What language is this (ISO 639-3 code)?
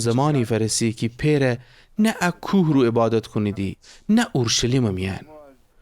glk